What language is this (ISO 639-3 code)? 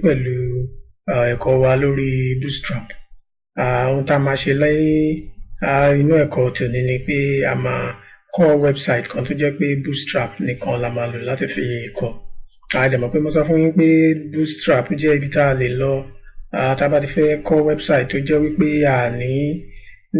yor